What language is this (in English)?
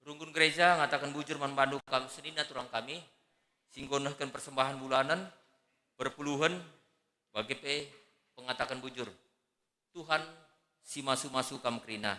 Batak Karo